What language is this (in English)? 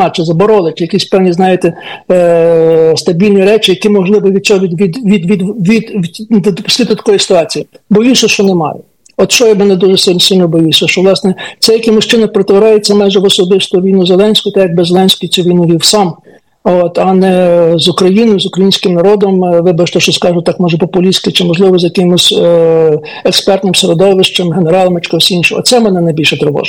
Ukrainian